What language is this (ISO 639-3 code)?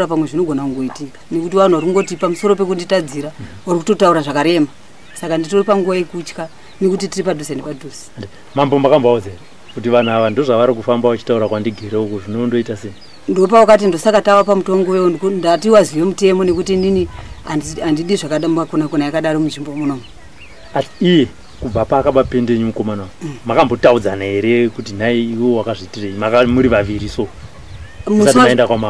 sna